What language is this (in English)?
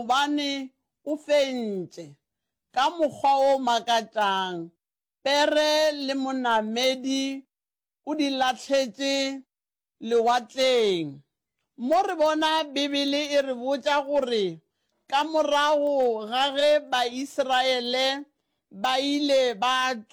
Northern Sotho